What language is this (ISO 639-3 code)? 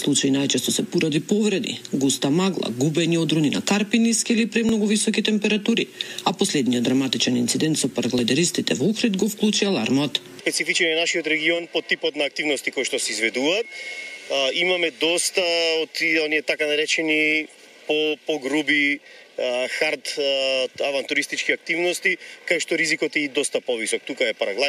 mkd